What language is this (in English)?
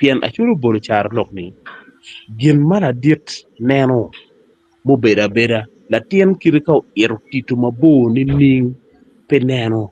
Acoli